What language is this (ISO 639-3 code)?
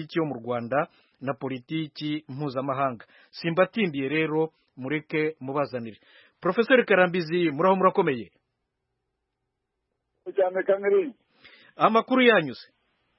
kin